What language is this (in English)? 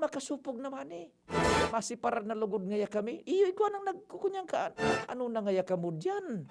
Bikol